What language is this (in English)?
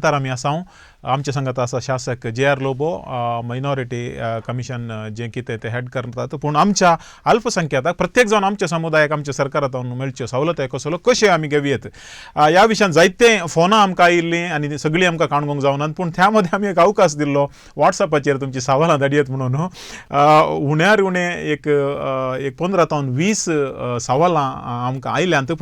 Konkani